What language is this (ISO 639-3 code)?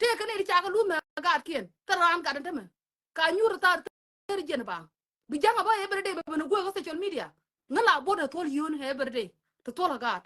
nus